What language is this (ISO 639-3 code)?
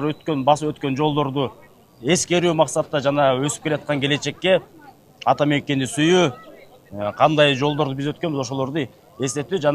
kir